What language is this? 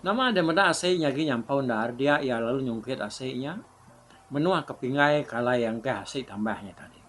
Iban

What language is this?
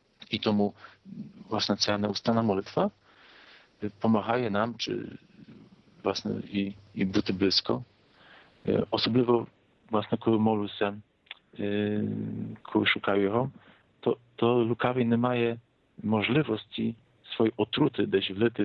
Ukrainian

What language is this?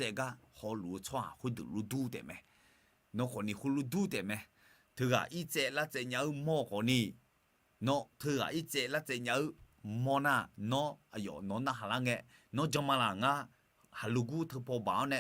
Akha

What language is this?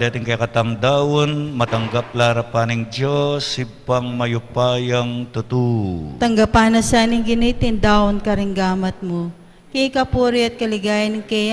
Pampanga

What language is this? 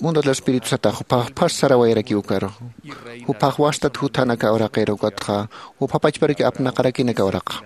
Aymara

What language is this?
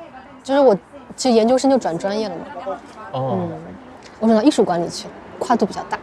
Chinese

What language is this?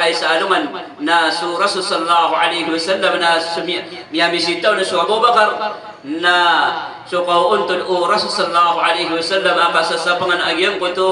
Maranao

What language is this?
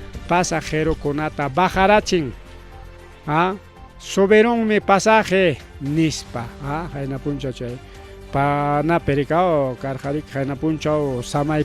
Ayacucho Quechua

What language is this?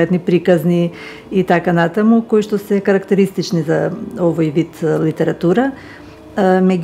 Macedonian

